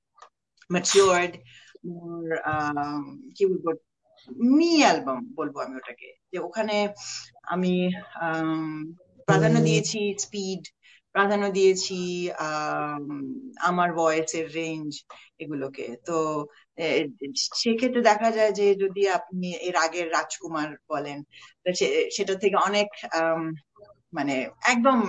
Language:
Bangla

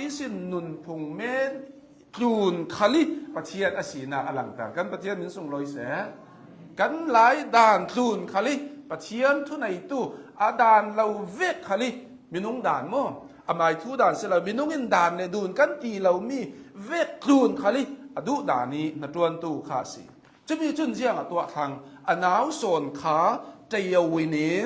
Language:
Hakha Chin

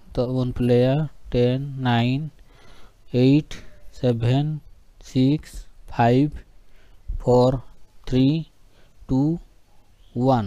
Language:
Santali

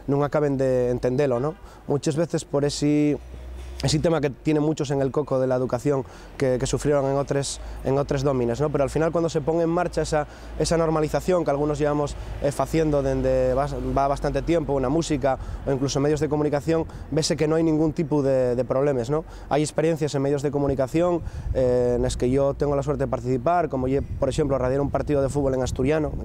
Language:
Asturian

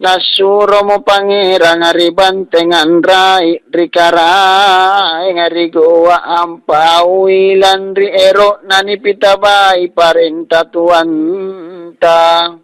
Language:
Makasar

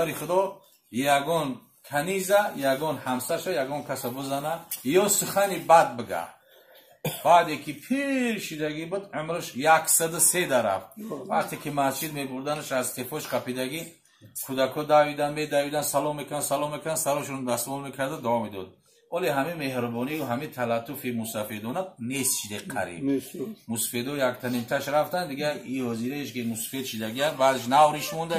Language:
Tajik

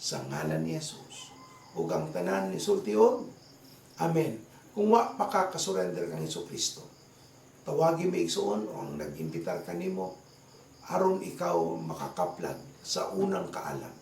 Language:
Cebuano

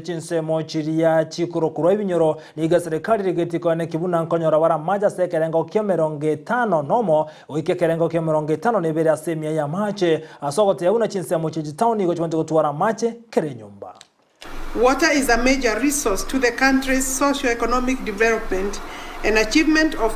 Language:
Gusii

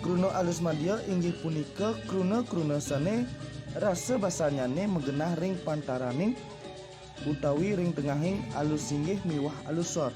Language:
Balinese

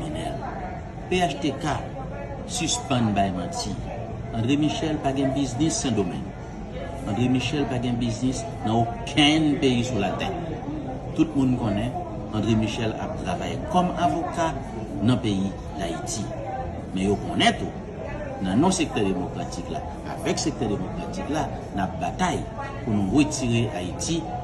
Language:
Haitian Creole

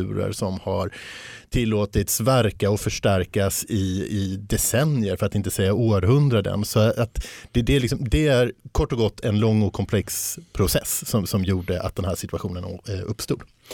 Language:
Swedish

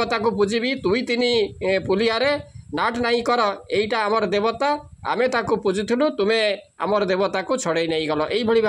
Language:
Odia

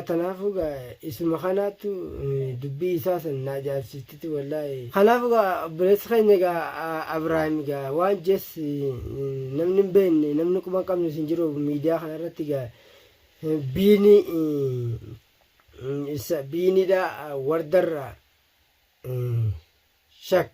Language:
Oromo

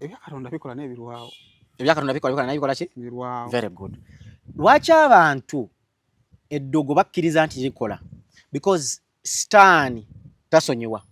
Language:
Ganda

